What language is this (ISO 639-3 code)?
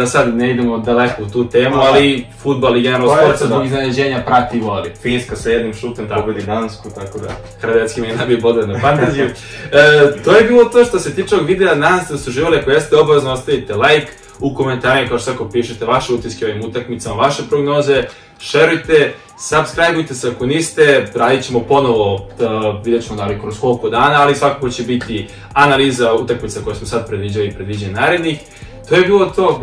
srp